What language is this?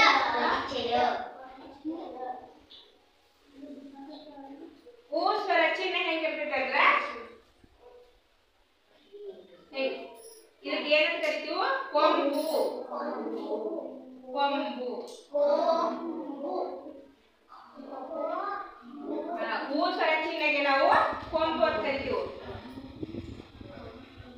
Kannada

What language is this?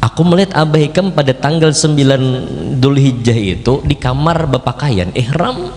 Banjar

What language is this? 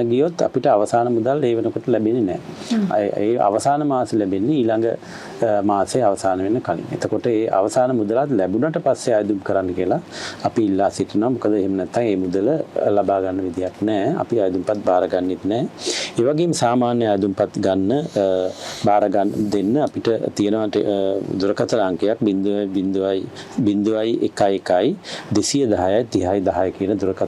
Sinhala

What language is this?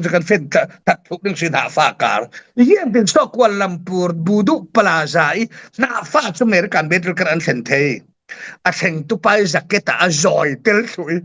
Falam Chin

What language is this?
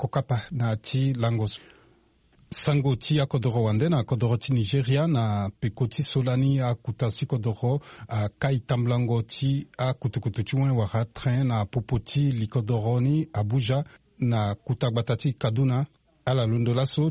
Sango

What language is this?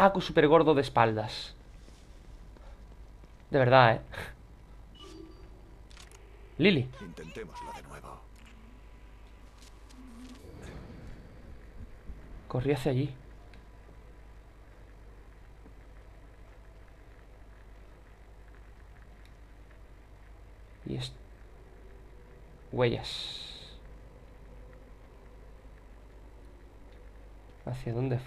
Spanish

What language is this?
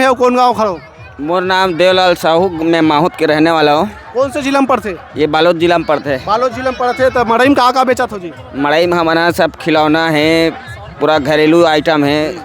Chhattisgarhi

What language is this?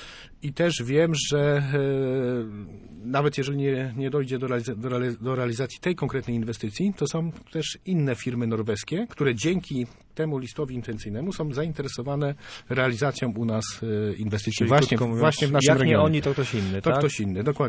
Polish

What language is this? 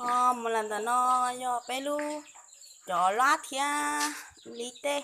Hmong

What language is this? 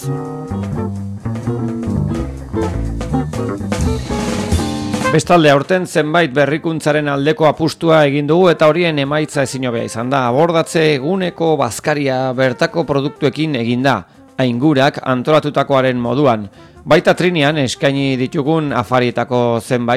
Basque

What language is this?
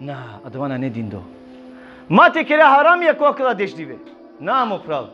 Balkan Romani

